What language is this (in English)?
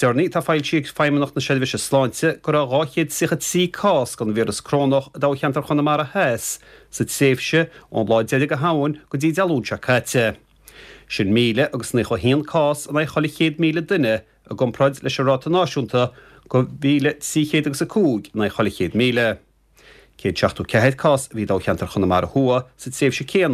Irish